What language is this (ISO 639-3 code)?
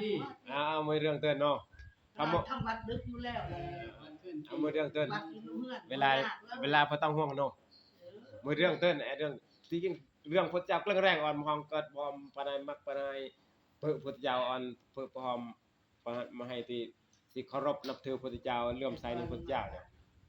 tts